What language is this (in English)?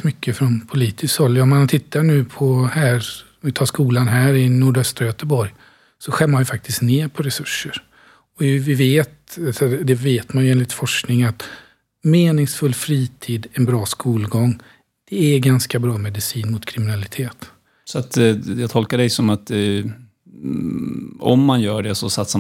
Swedish